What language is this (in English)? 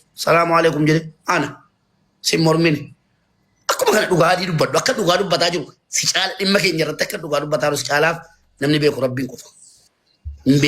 Oromo